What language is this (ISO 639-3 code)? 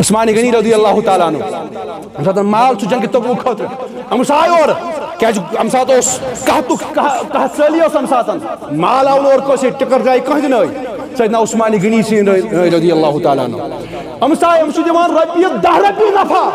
kas